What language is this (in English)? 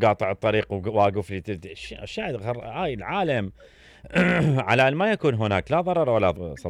Mesopotamian Arabic